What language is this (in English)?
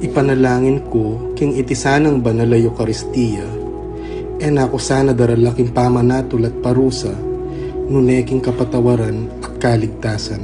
Pampanga